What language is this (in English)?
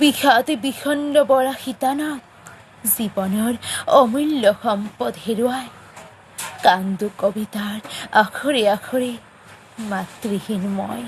Assamese